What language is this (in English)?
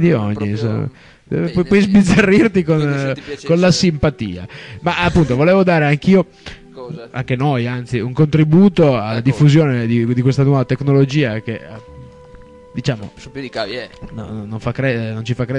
Italian